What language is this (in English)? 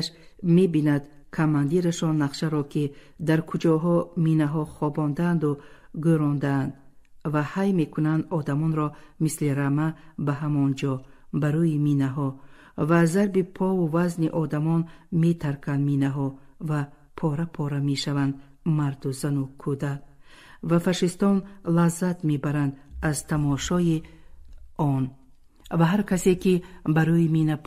Tajik